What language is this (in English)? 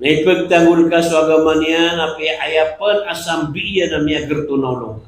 Maranao